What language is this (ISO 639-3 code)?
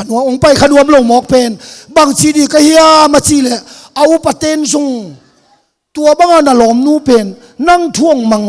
ctd